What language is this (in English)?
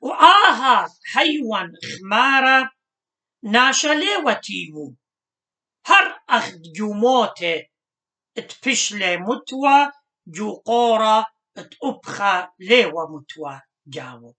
Assyrian Neo-Aramaic